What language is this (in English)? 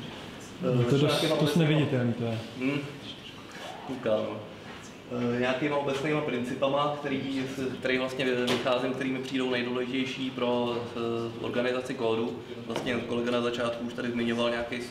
Czech